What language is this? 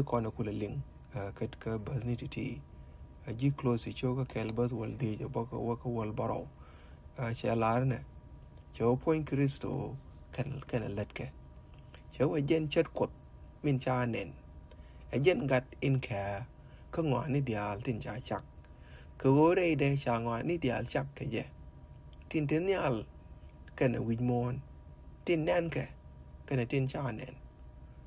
Nuer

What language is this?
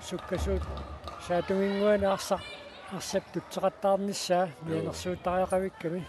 Kalaallisut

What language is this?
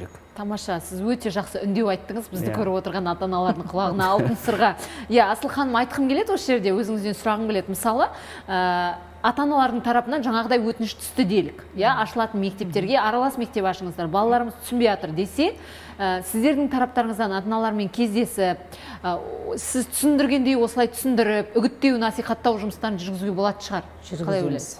Kazakh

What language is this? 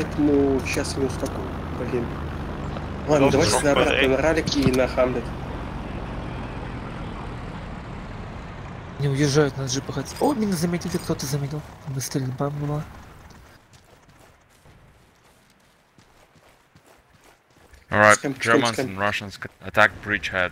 Russian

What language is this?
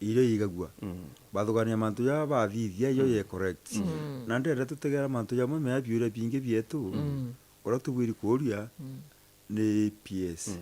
Meru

